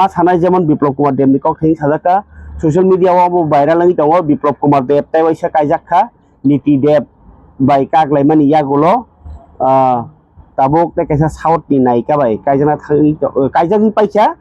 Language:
Kok Borok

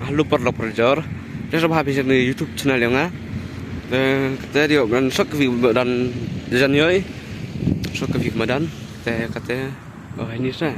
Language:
Khasi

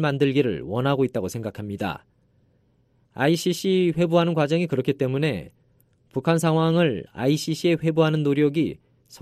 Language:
Korean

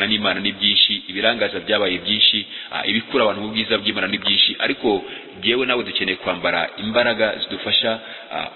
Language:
Kinyarwanda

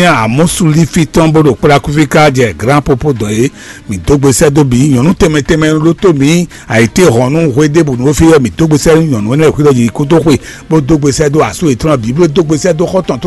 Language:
Fon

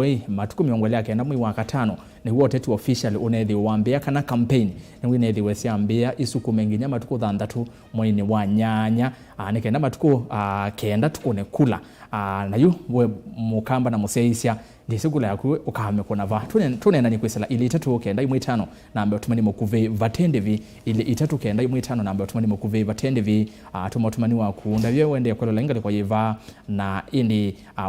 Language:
Kamba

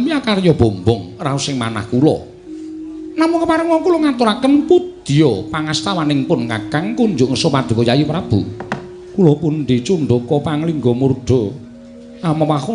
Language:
Javanese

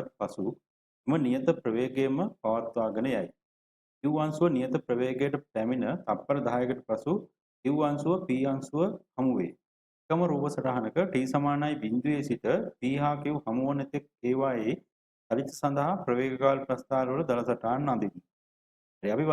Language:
Sinhala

